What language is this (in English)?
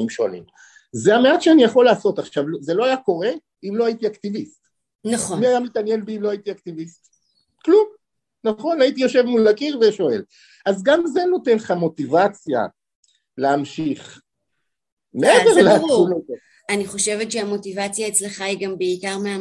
Hebrew